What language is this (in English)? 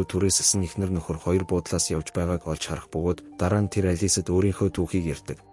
Mongolian